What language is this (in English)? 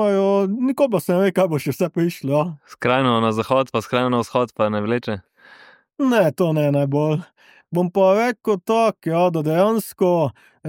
Slovenian